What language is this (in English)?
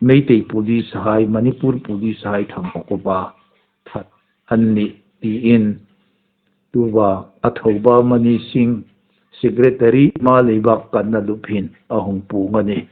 Hmar